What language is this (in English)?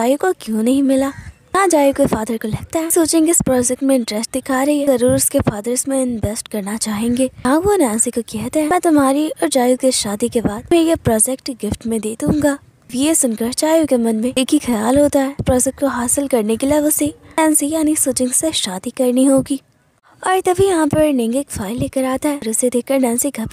Hindi